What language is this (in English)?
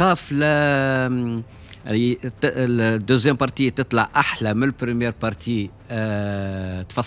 Tunisian Arabic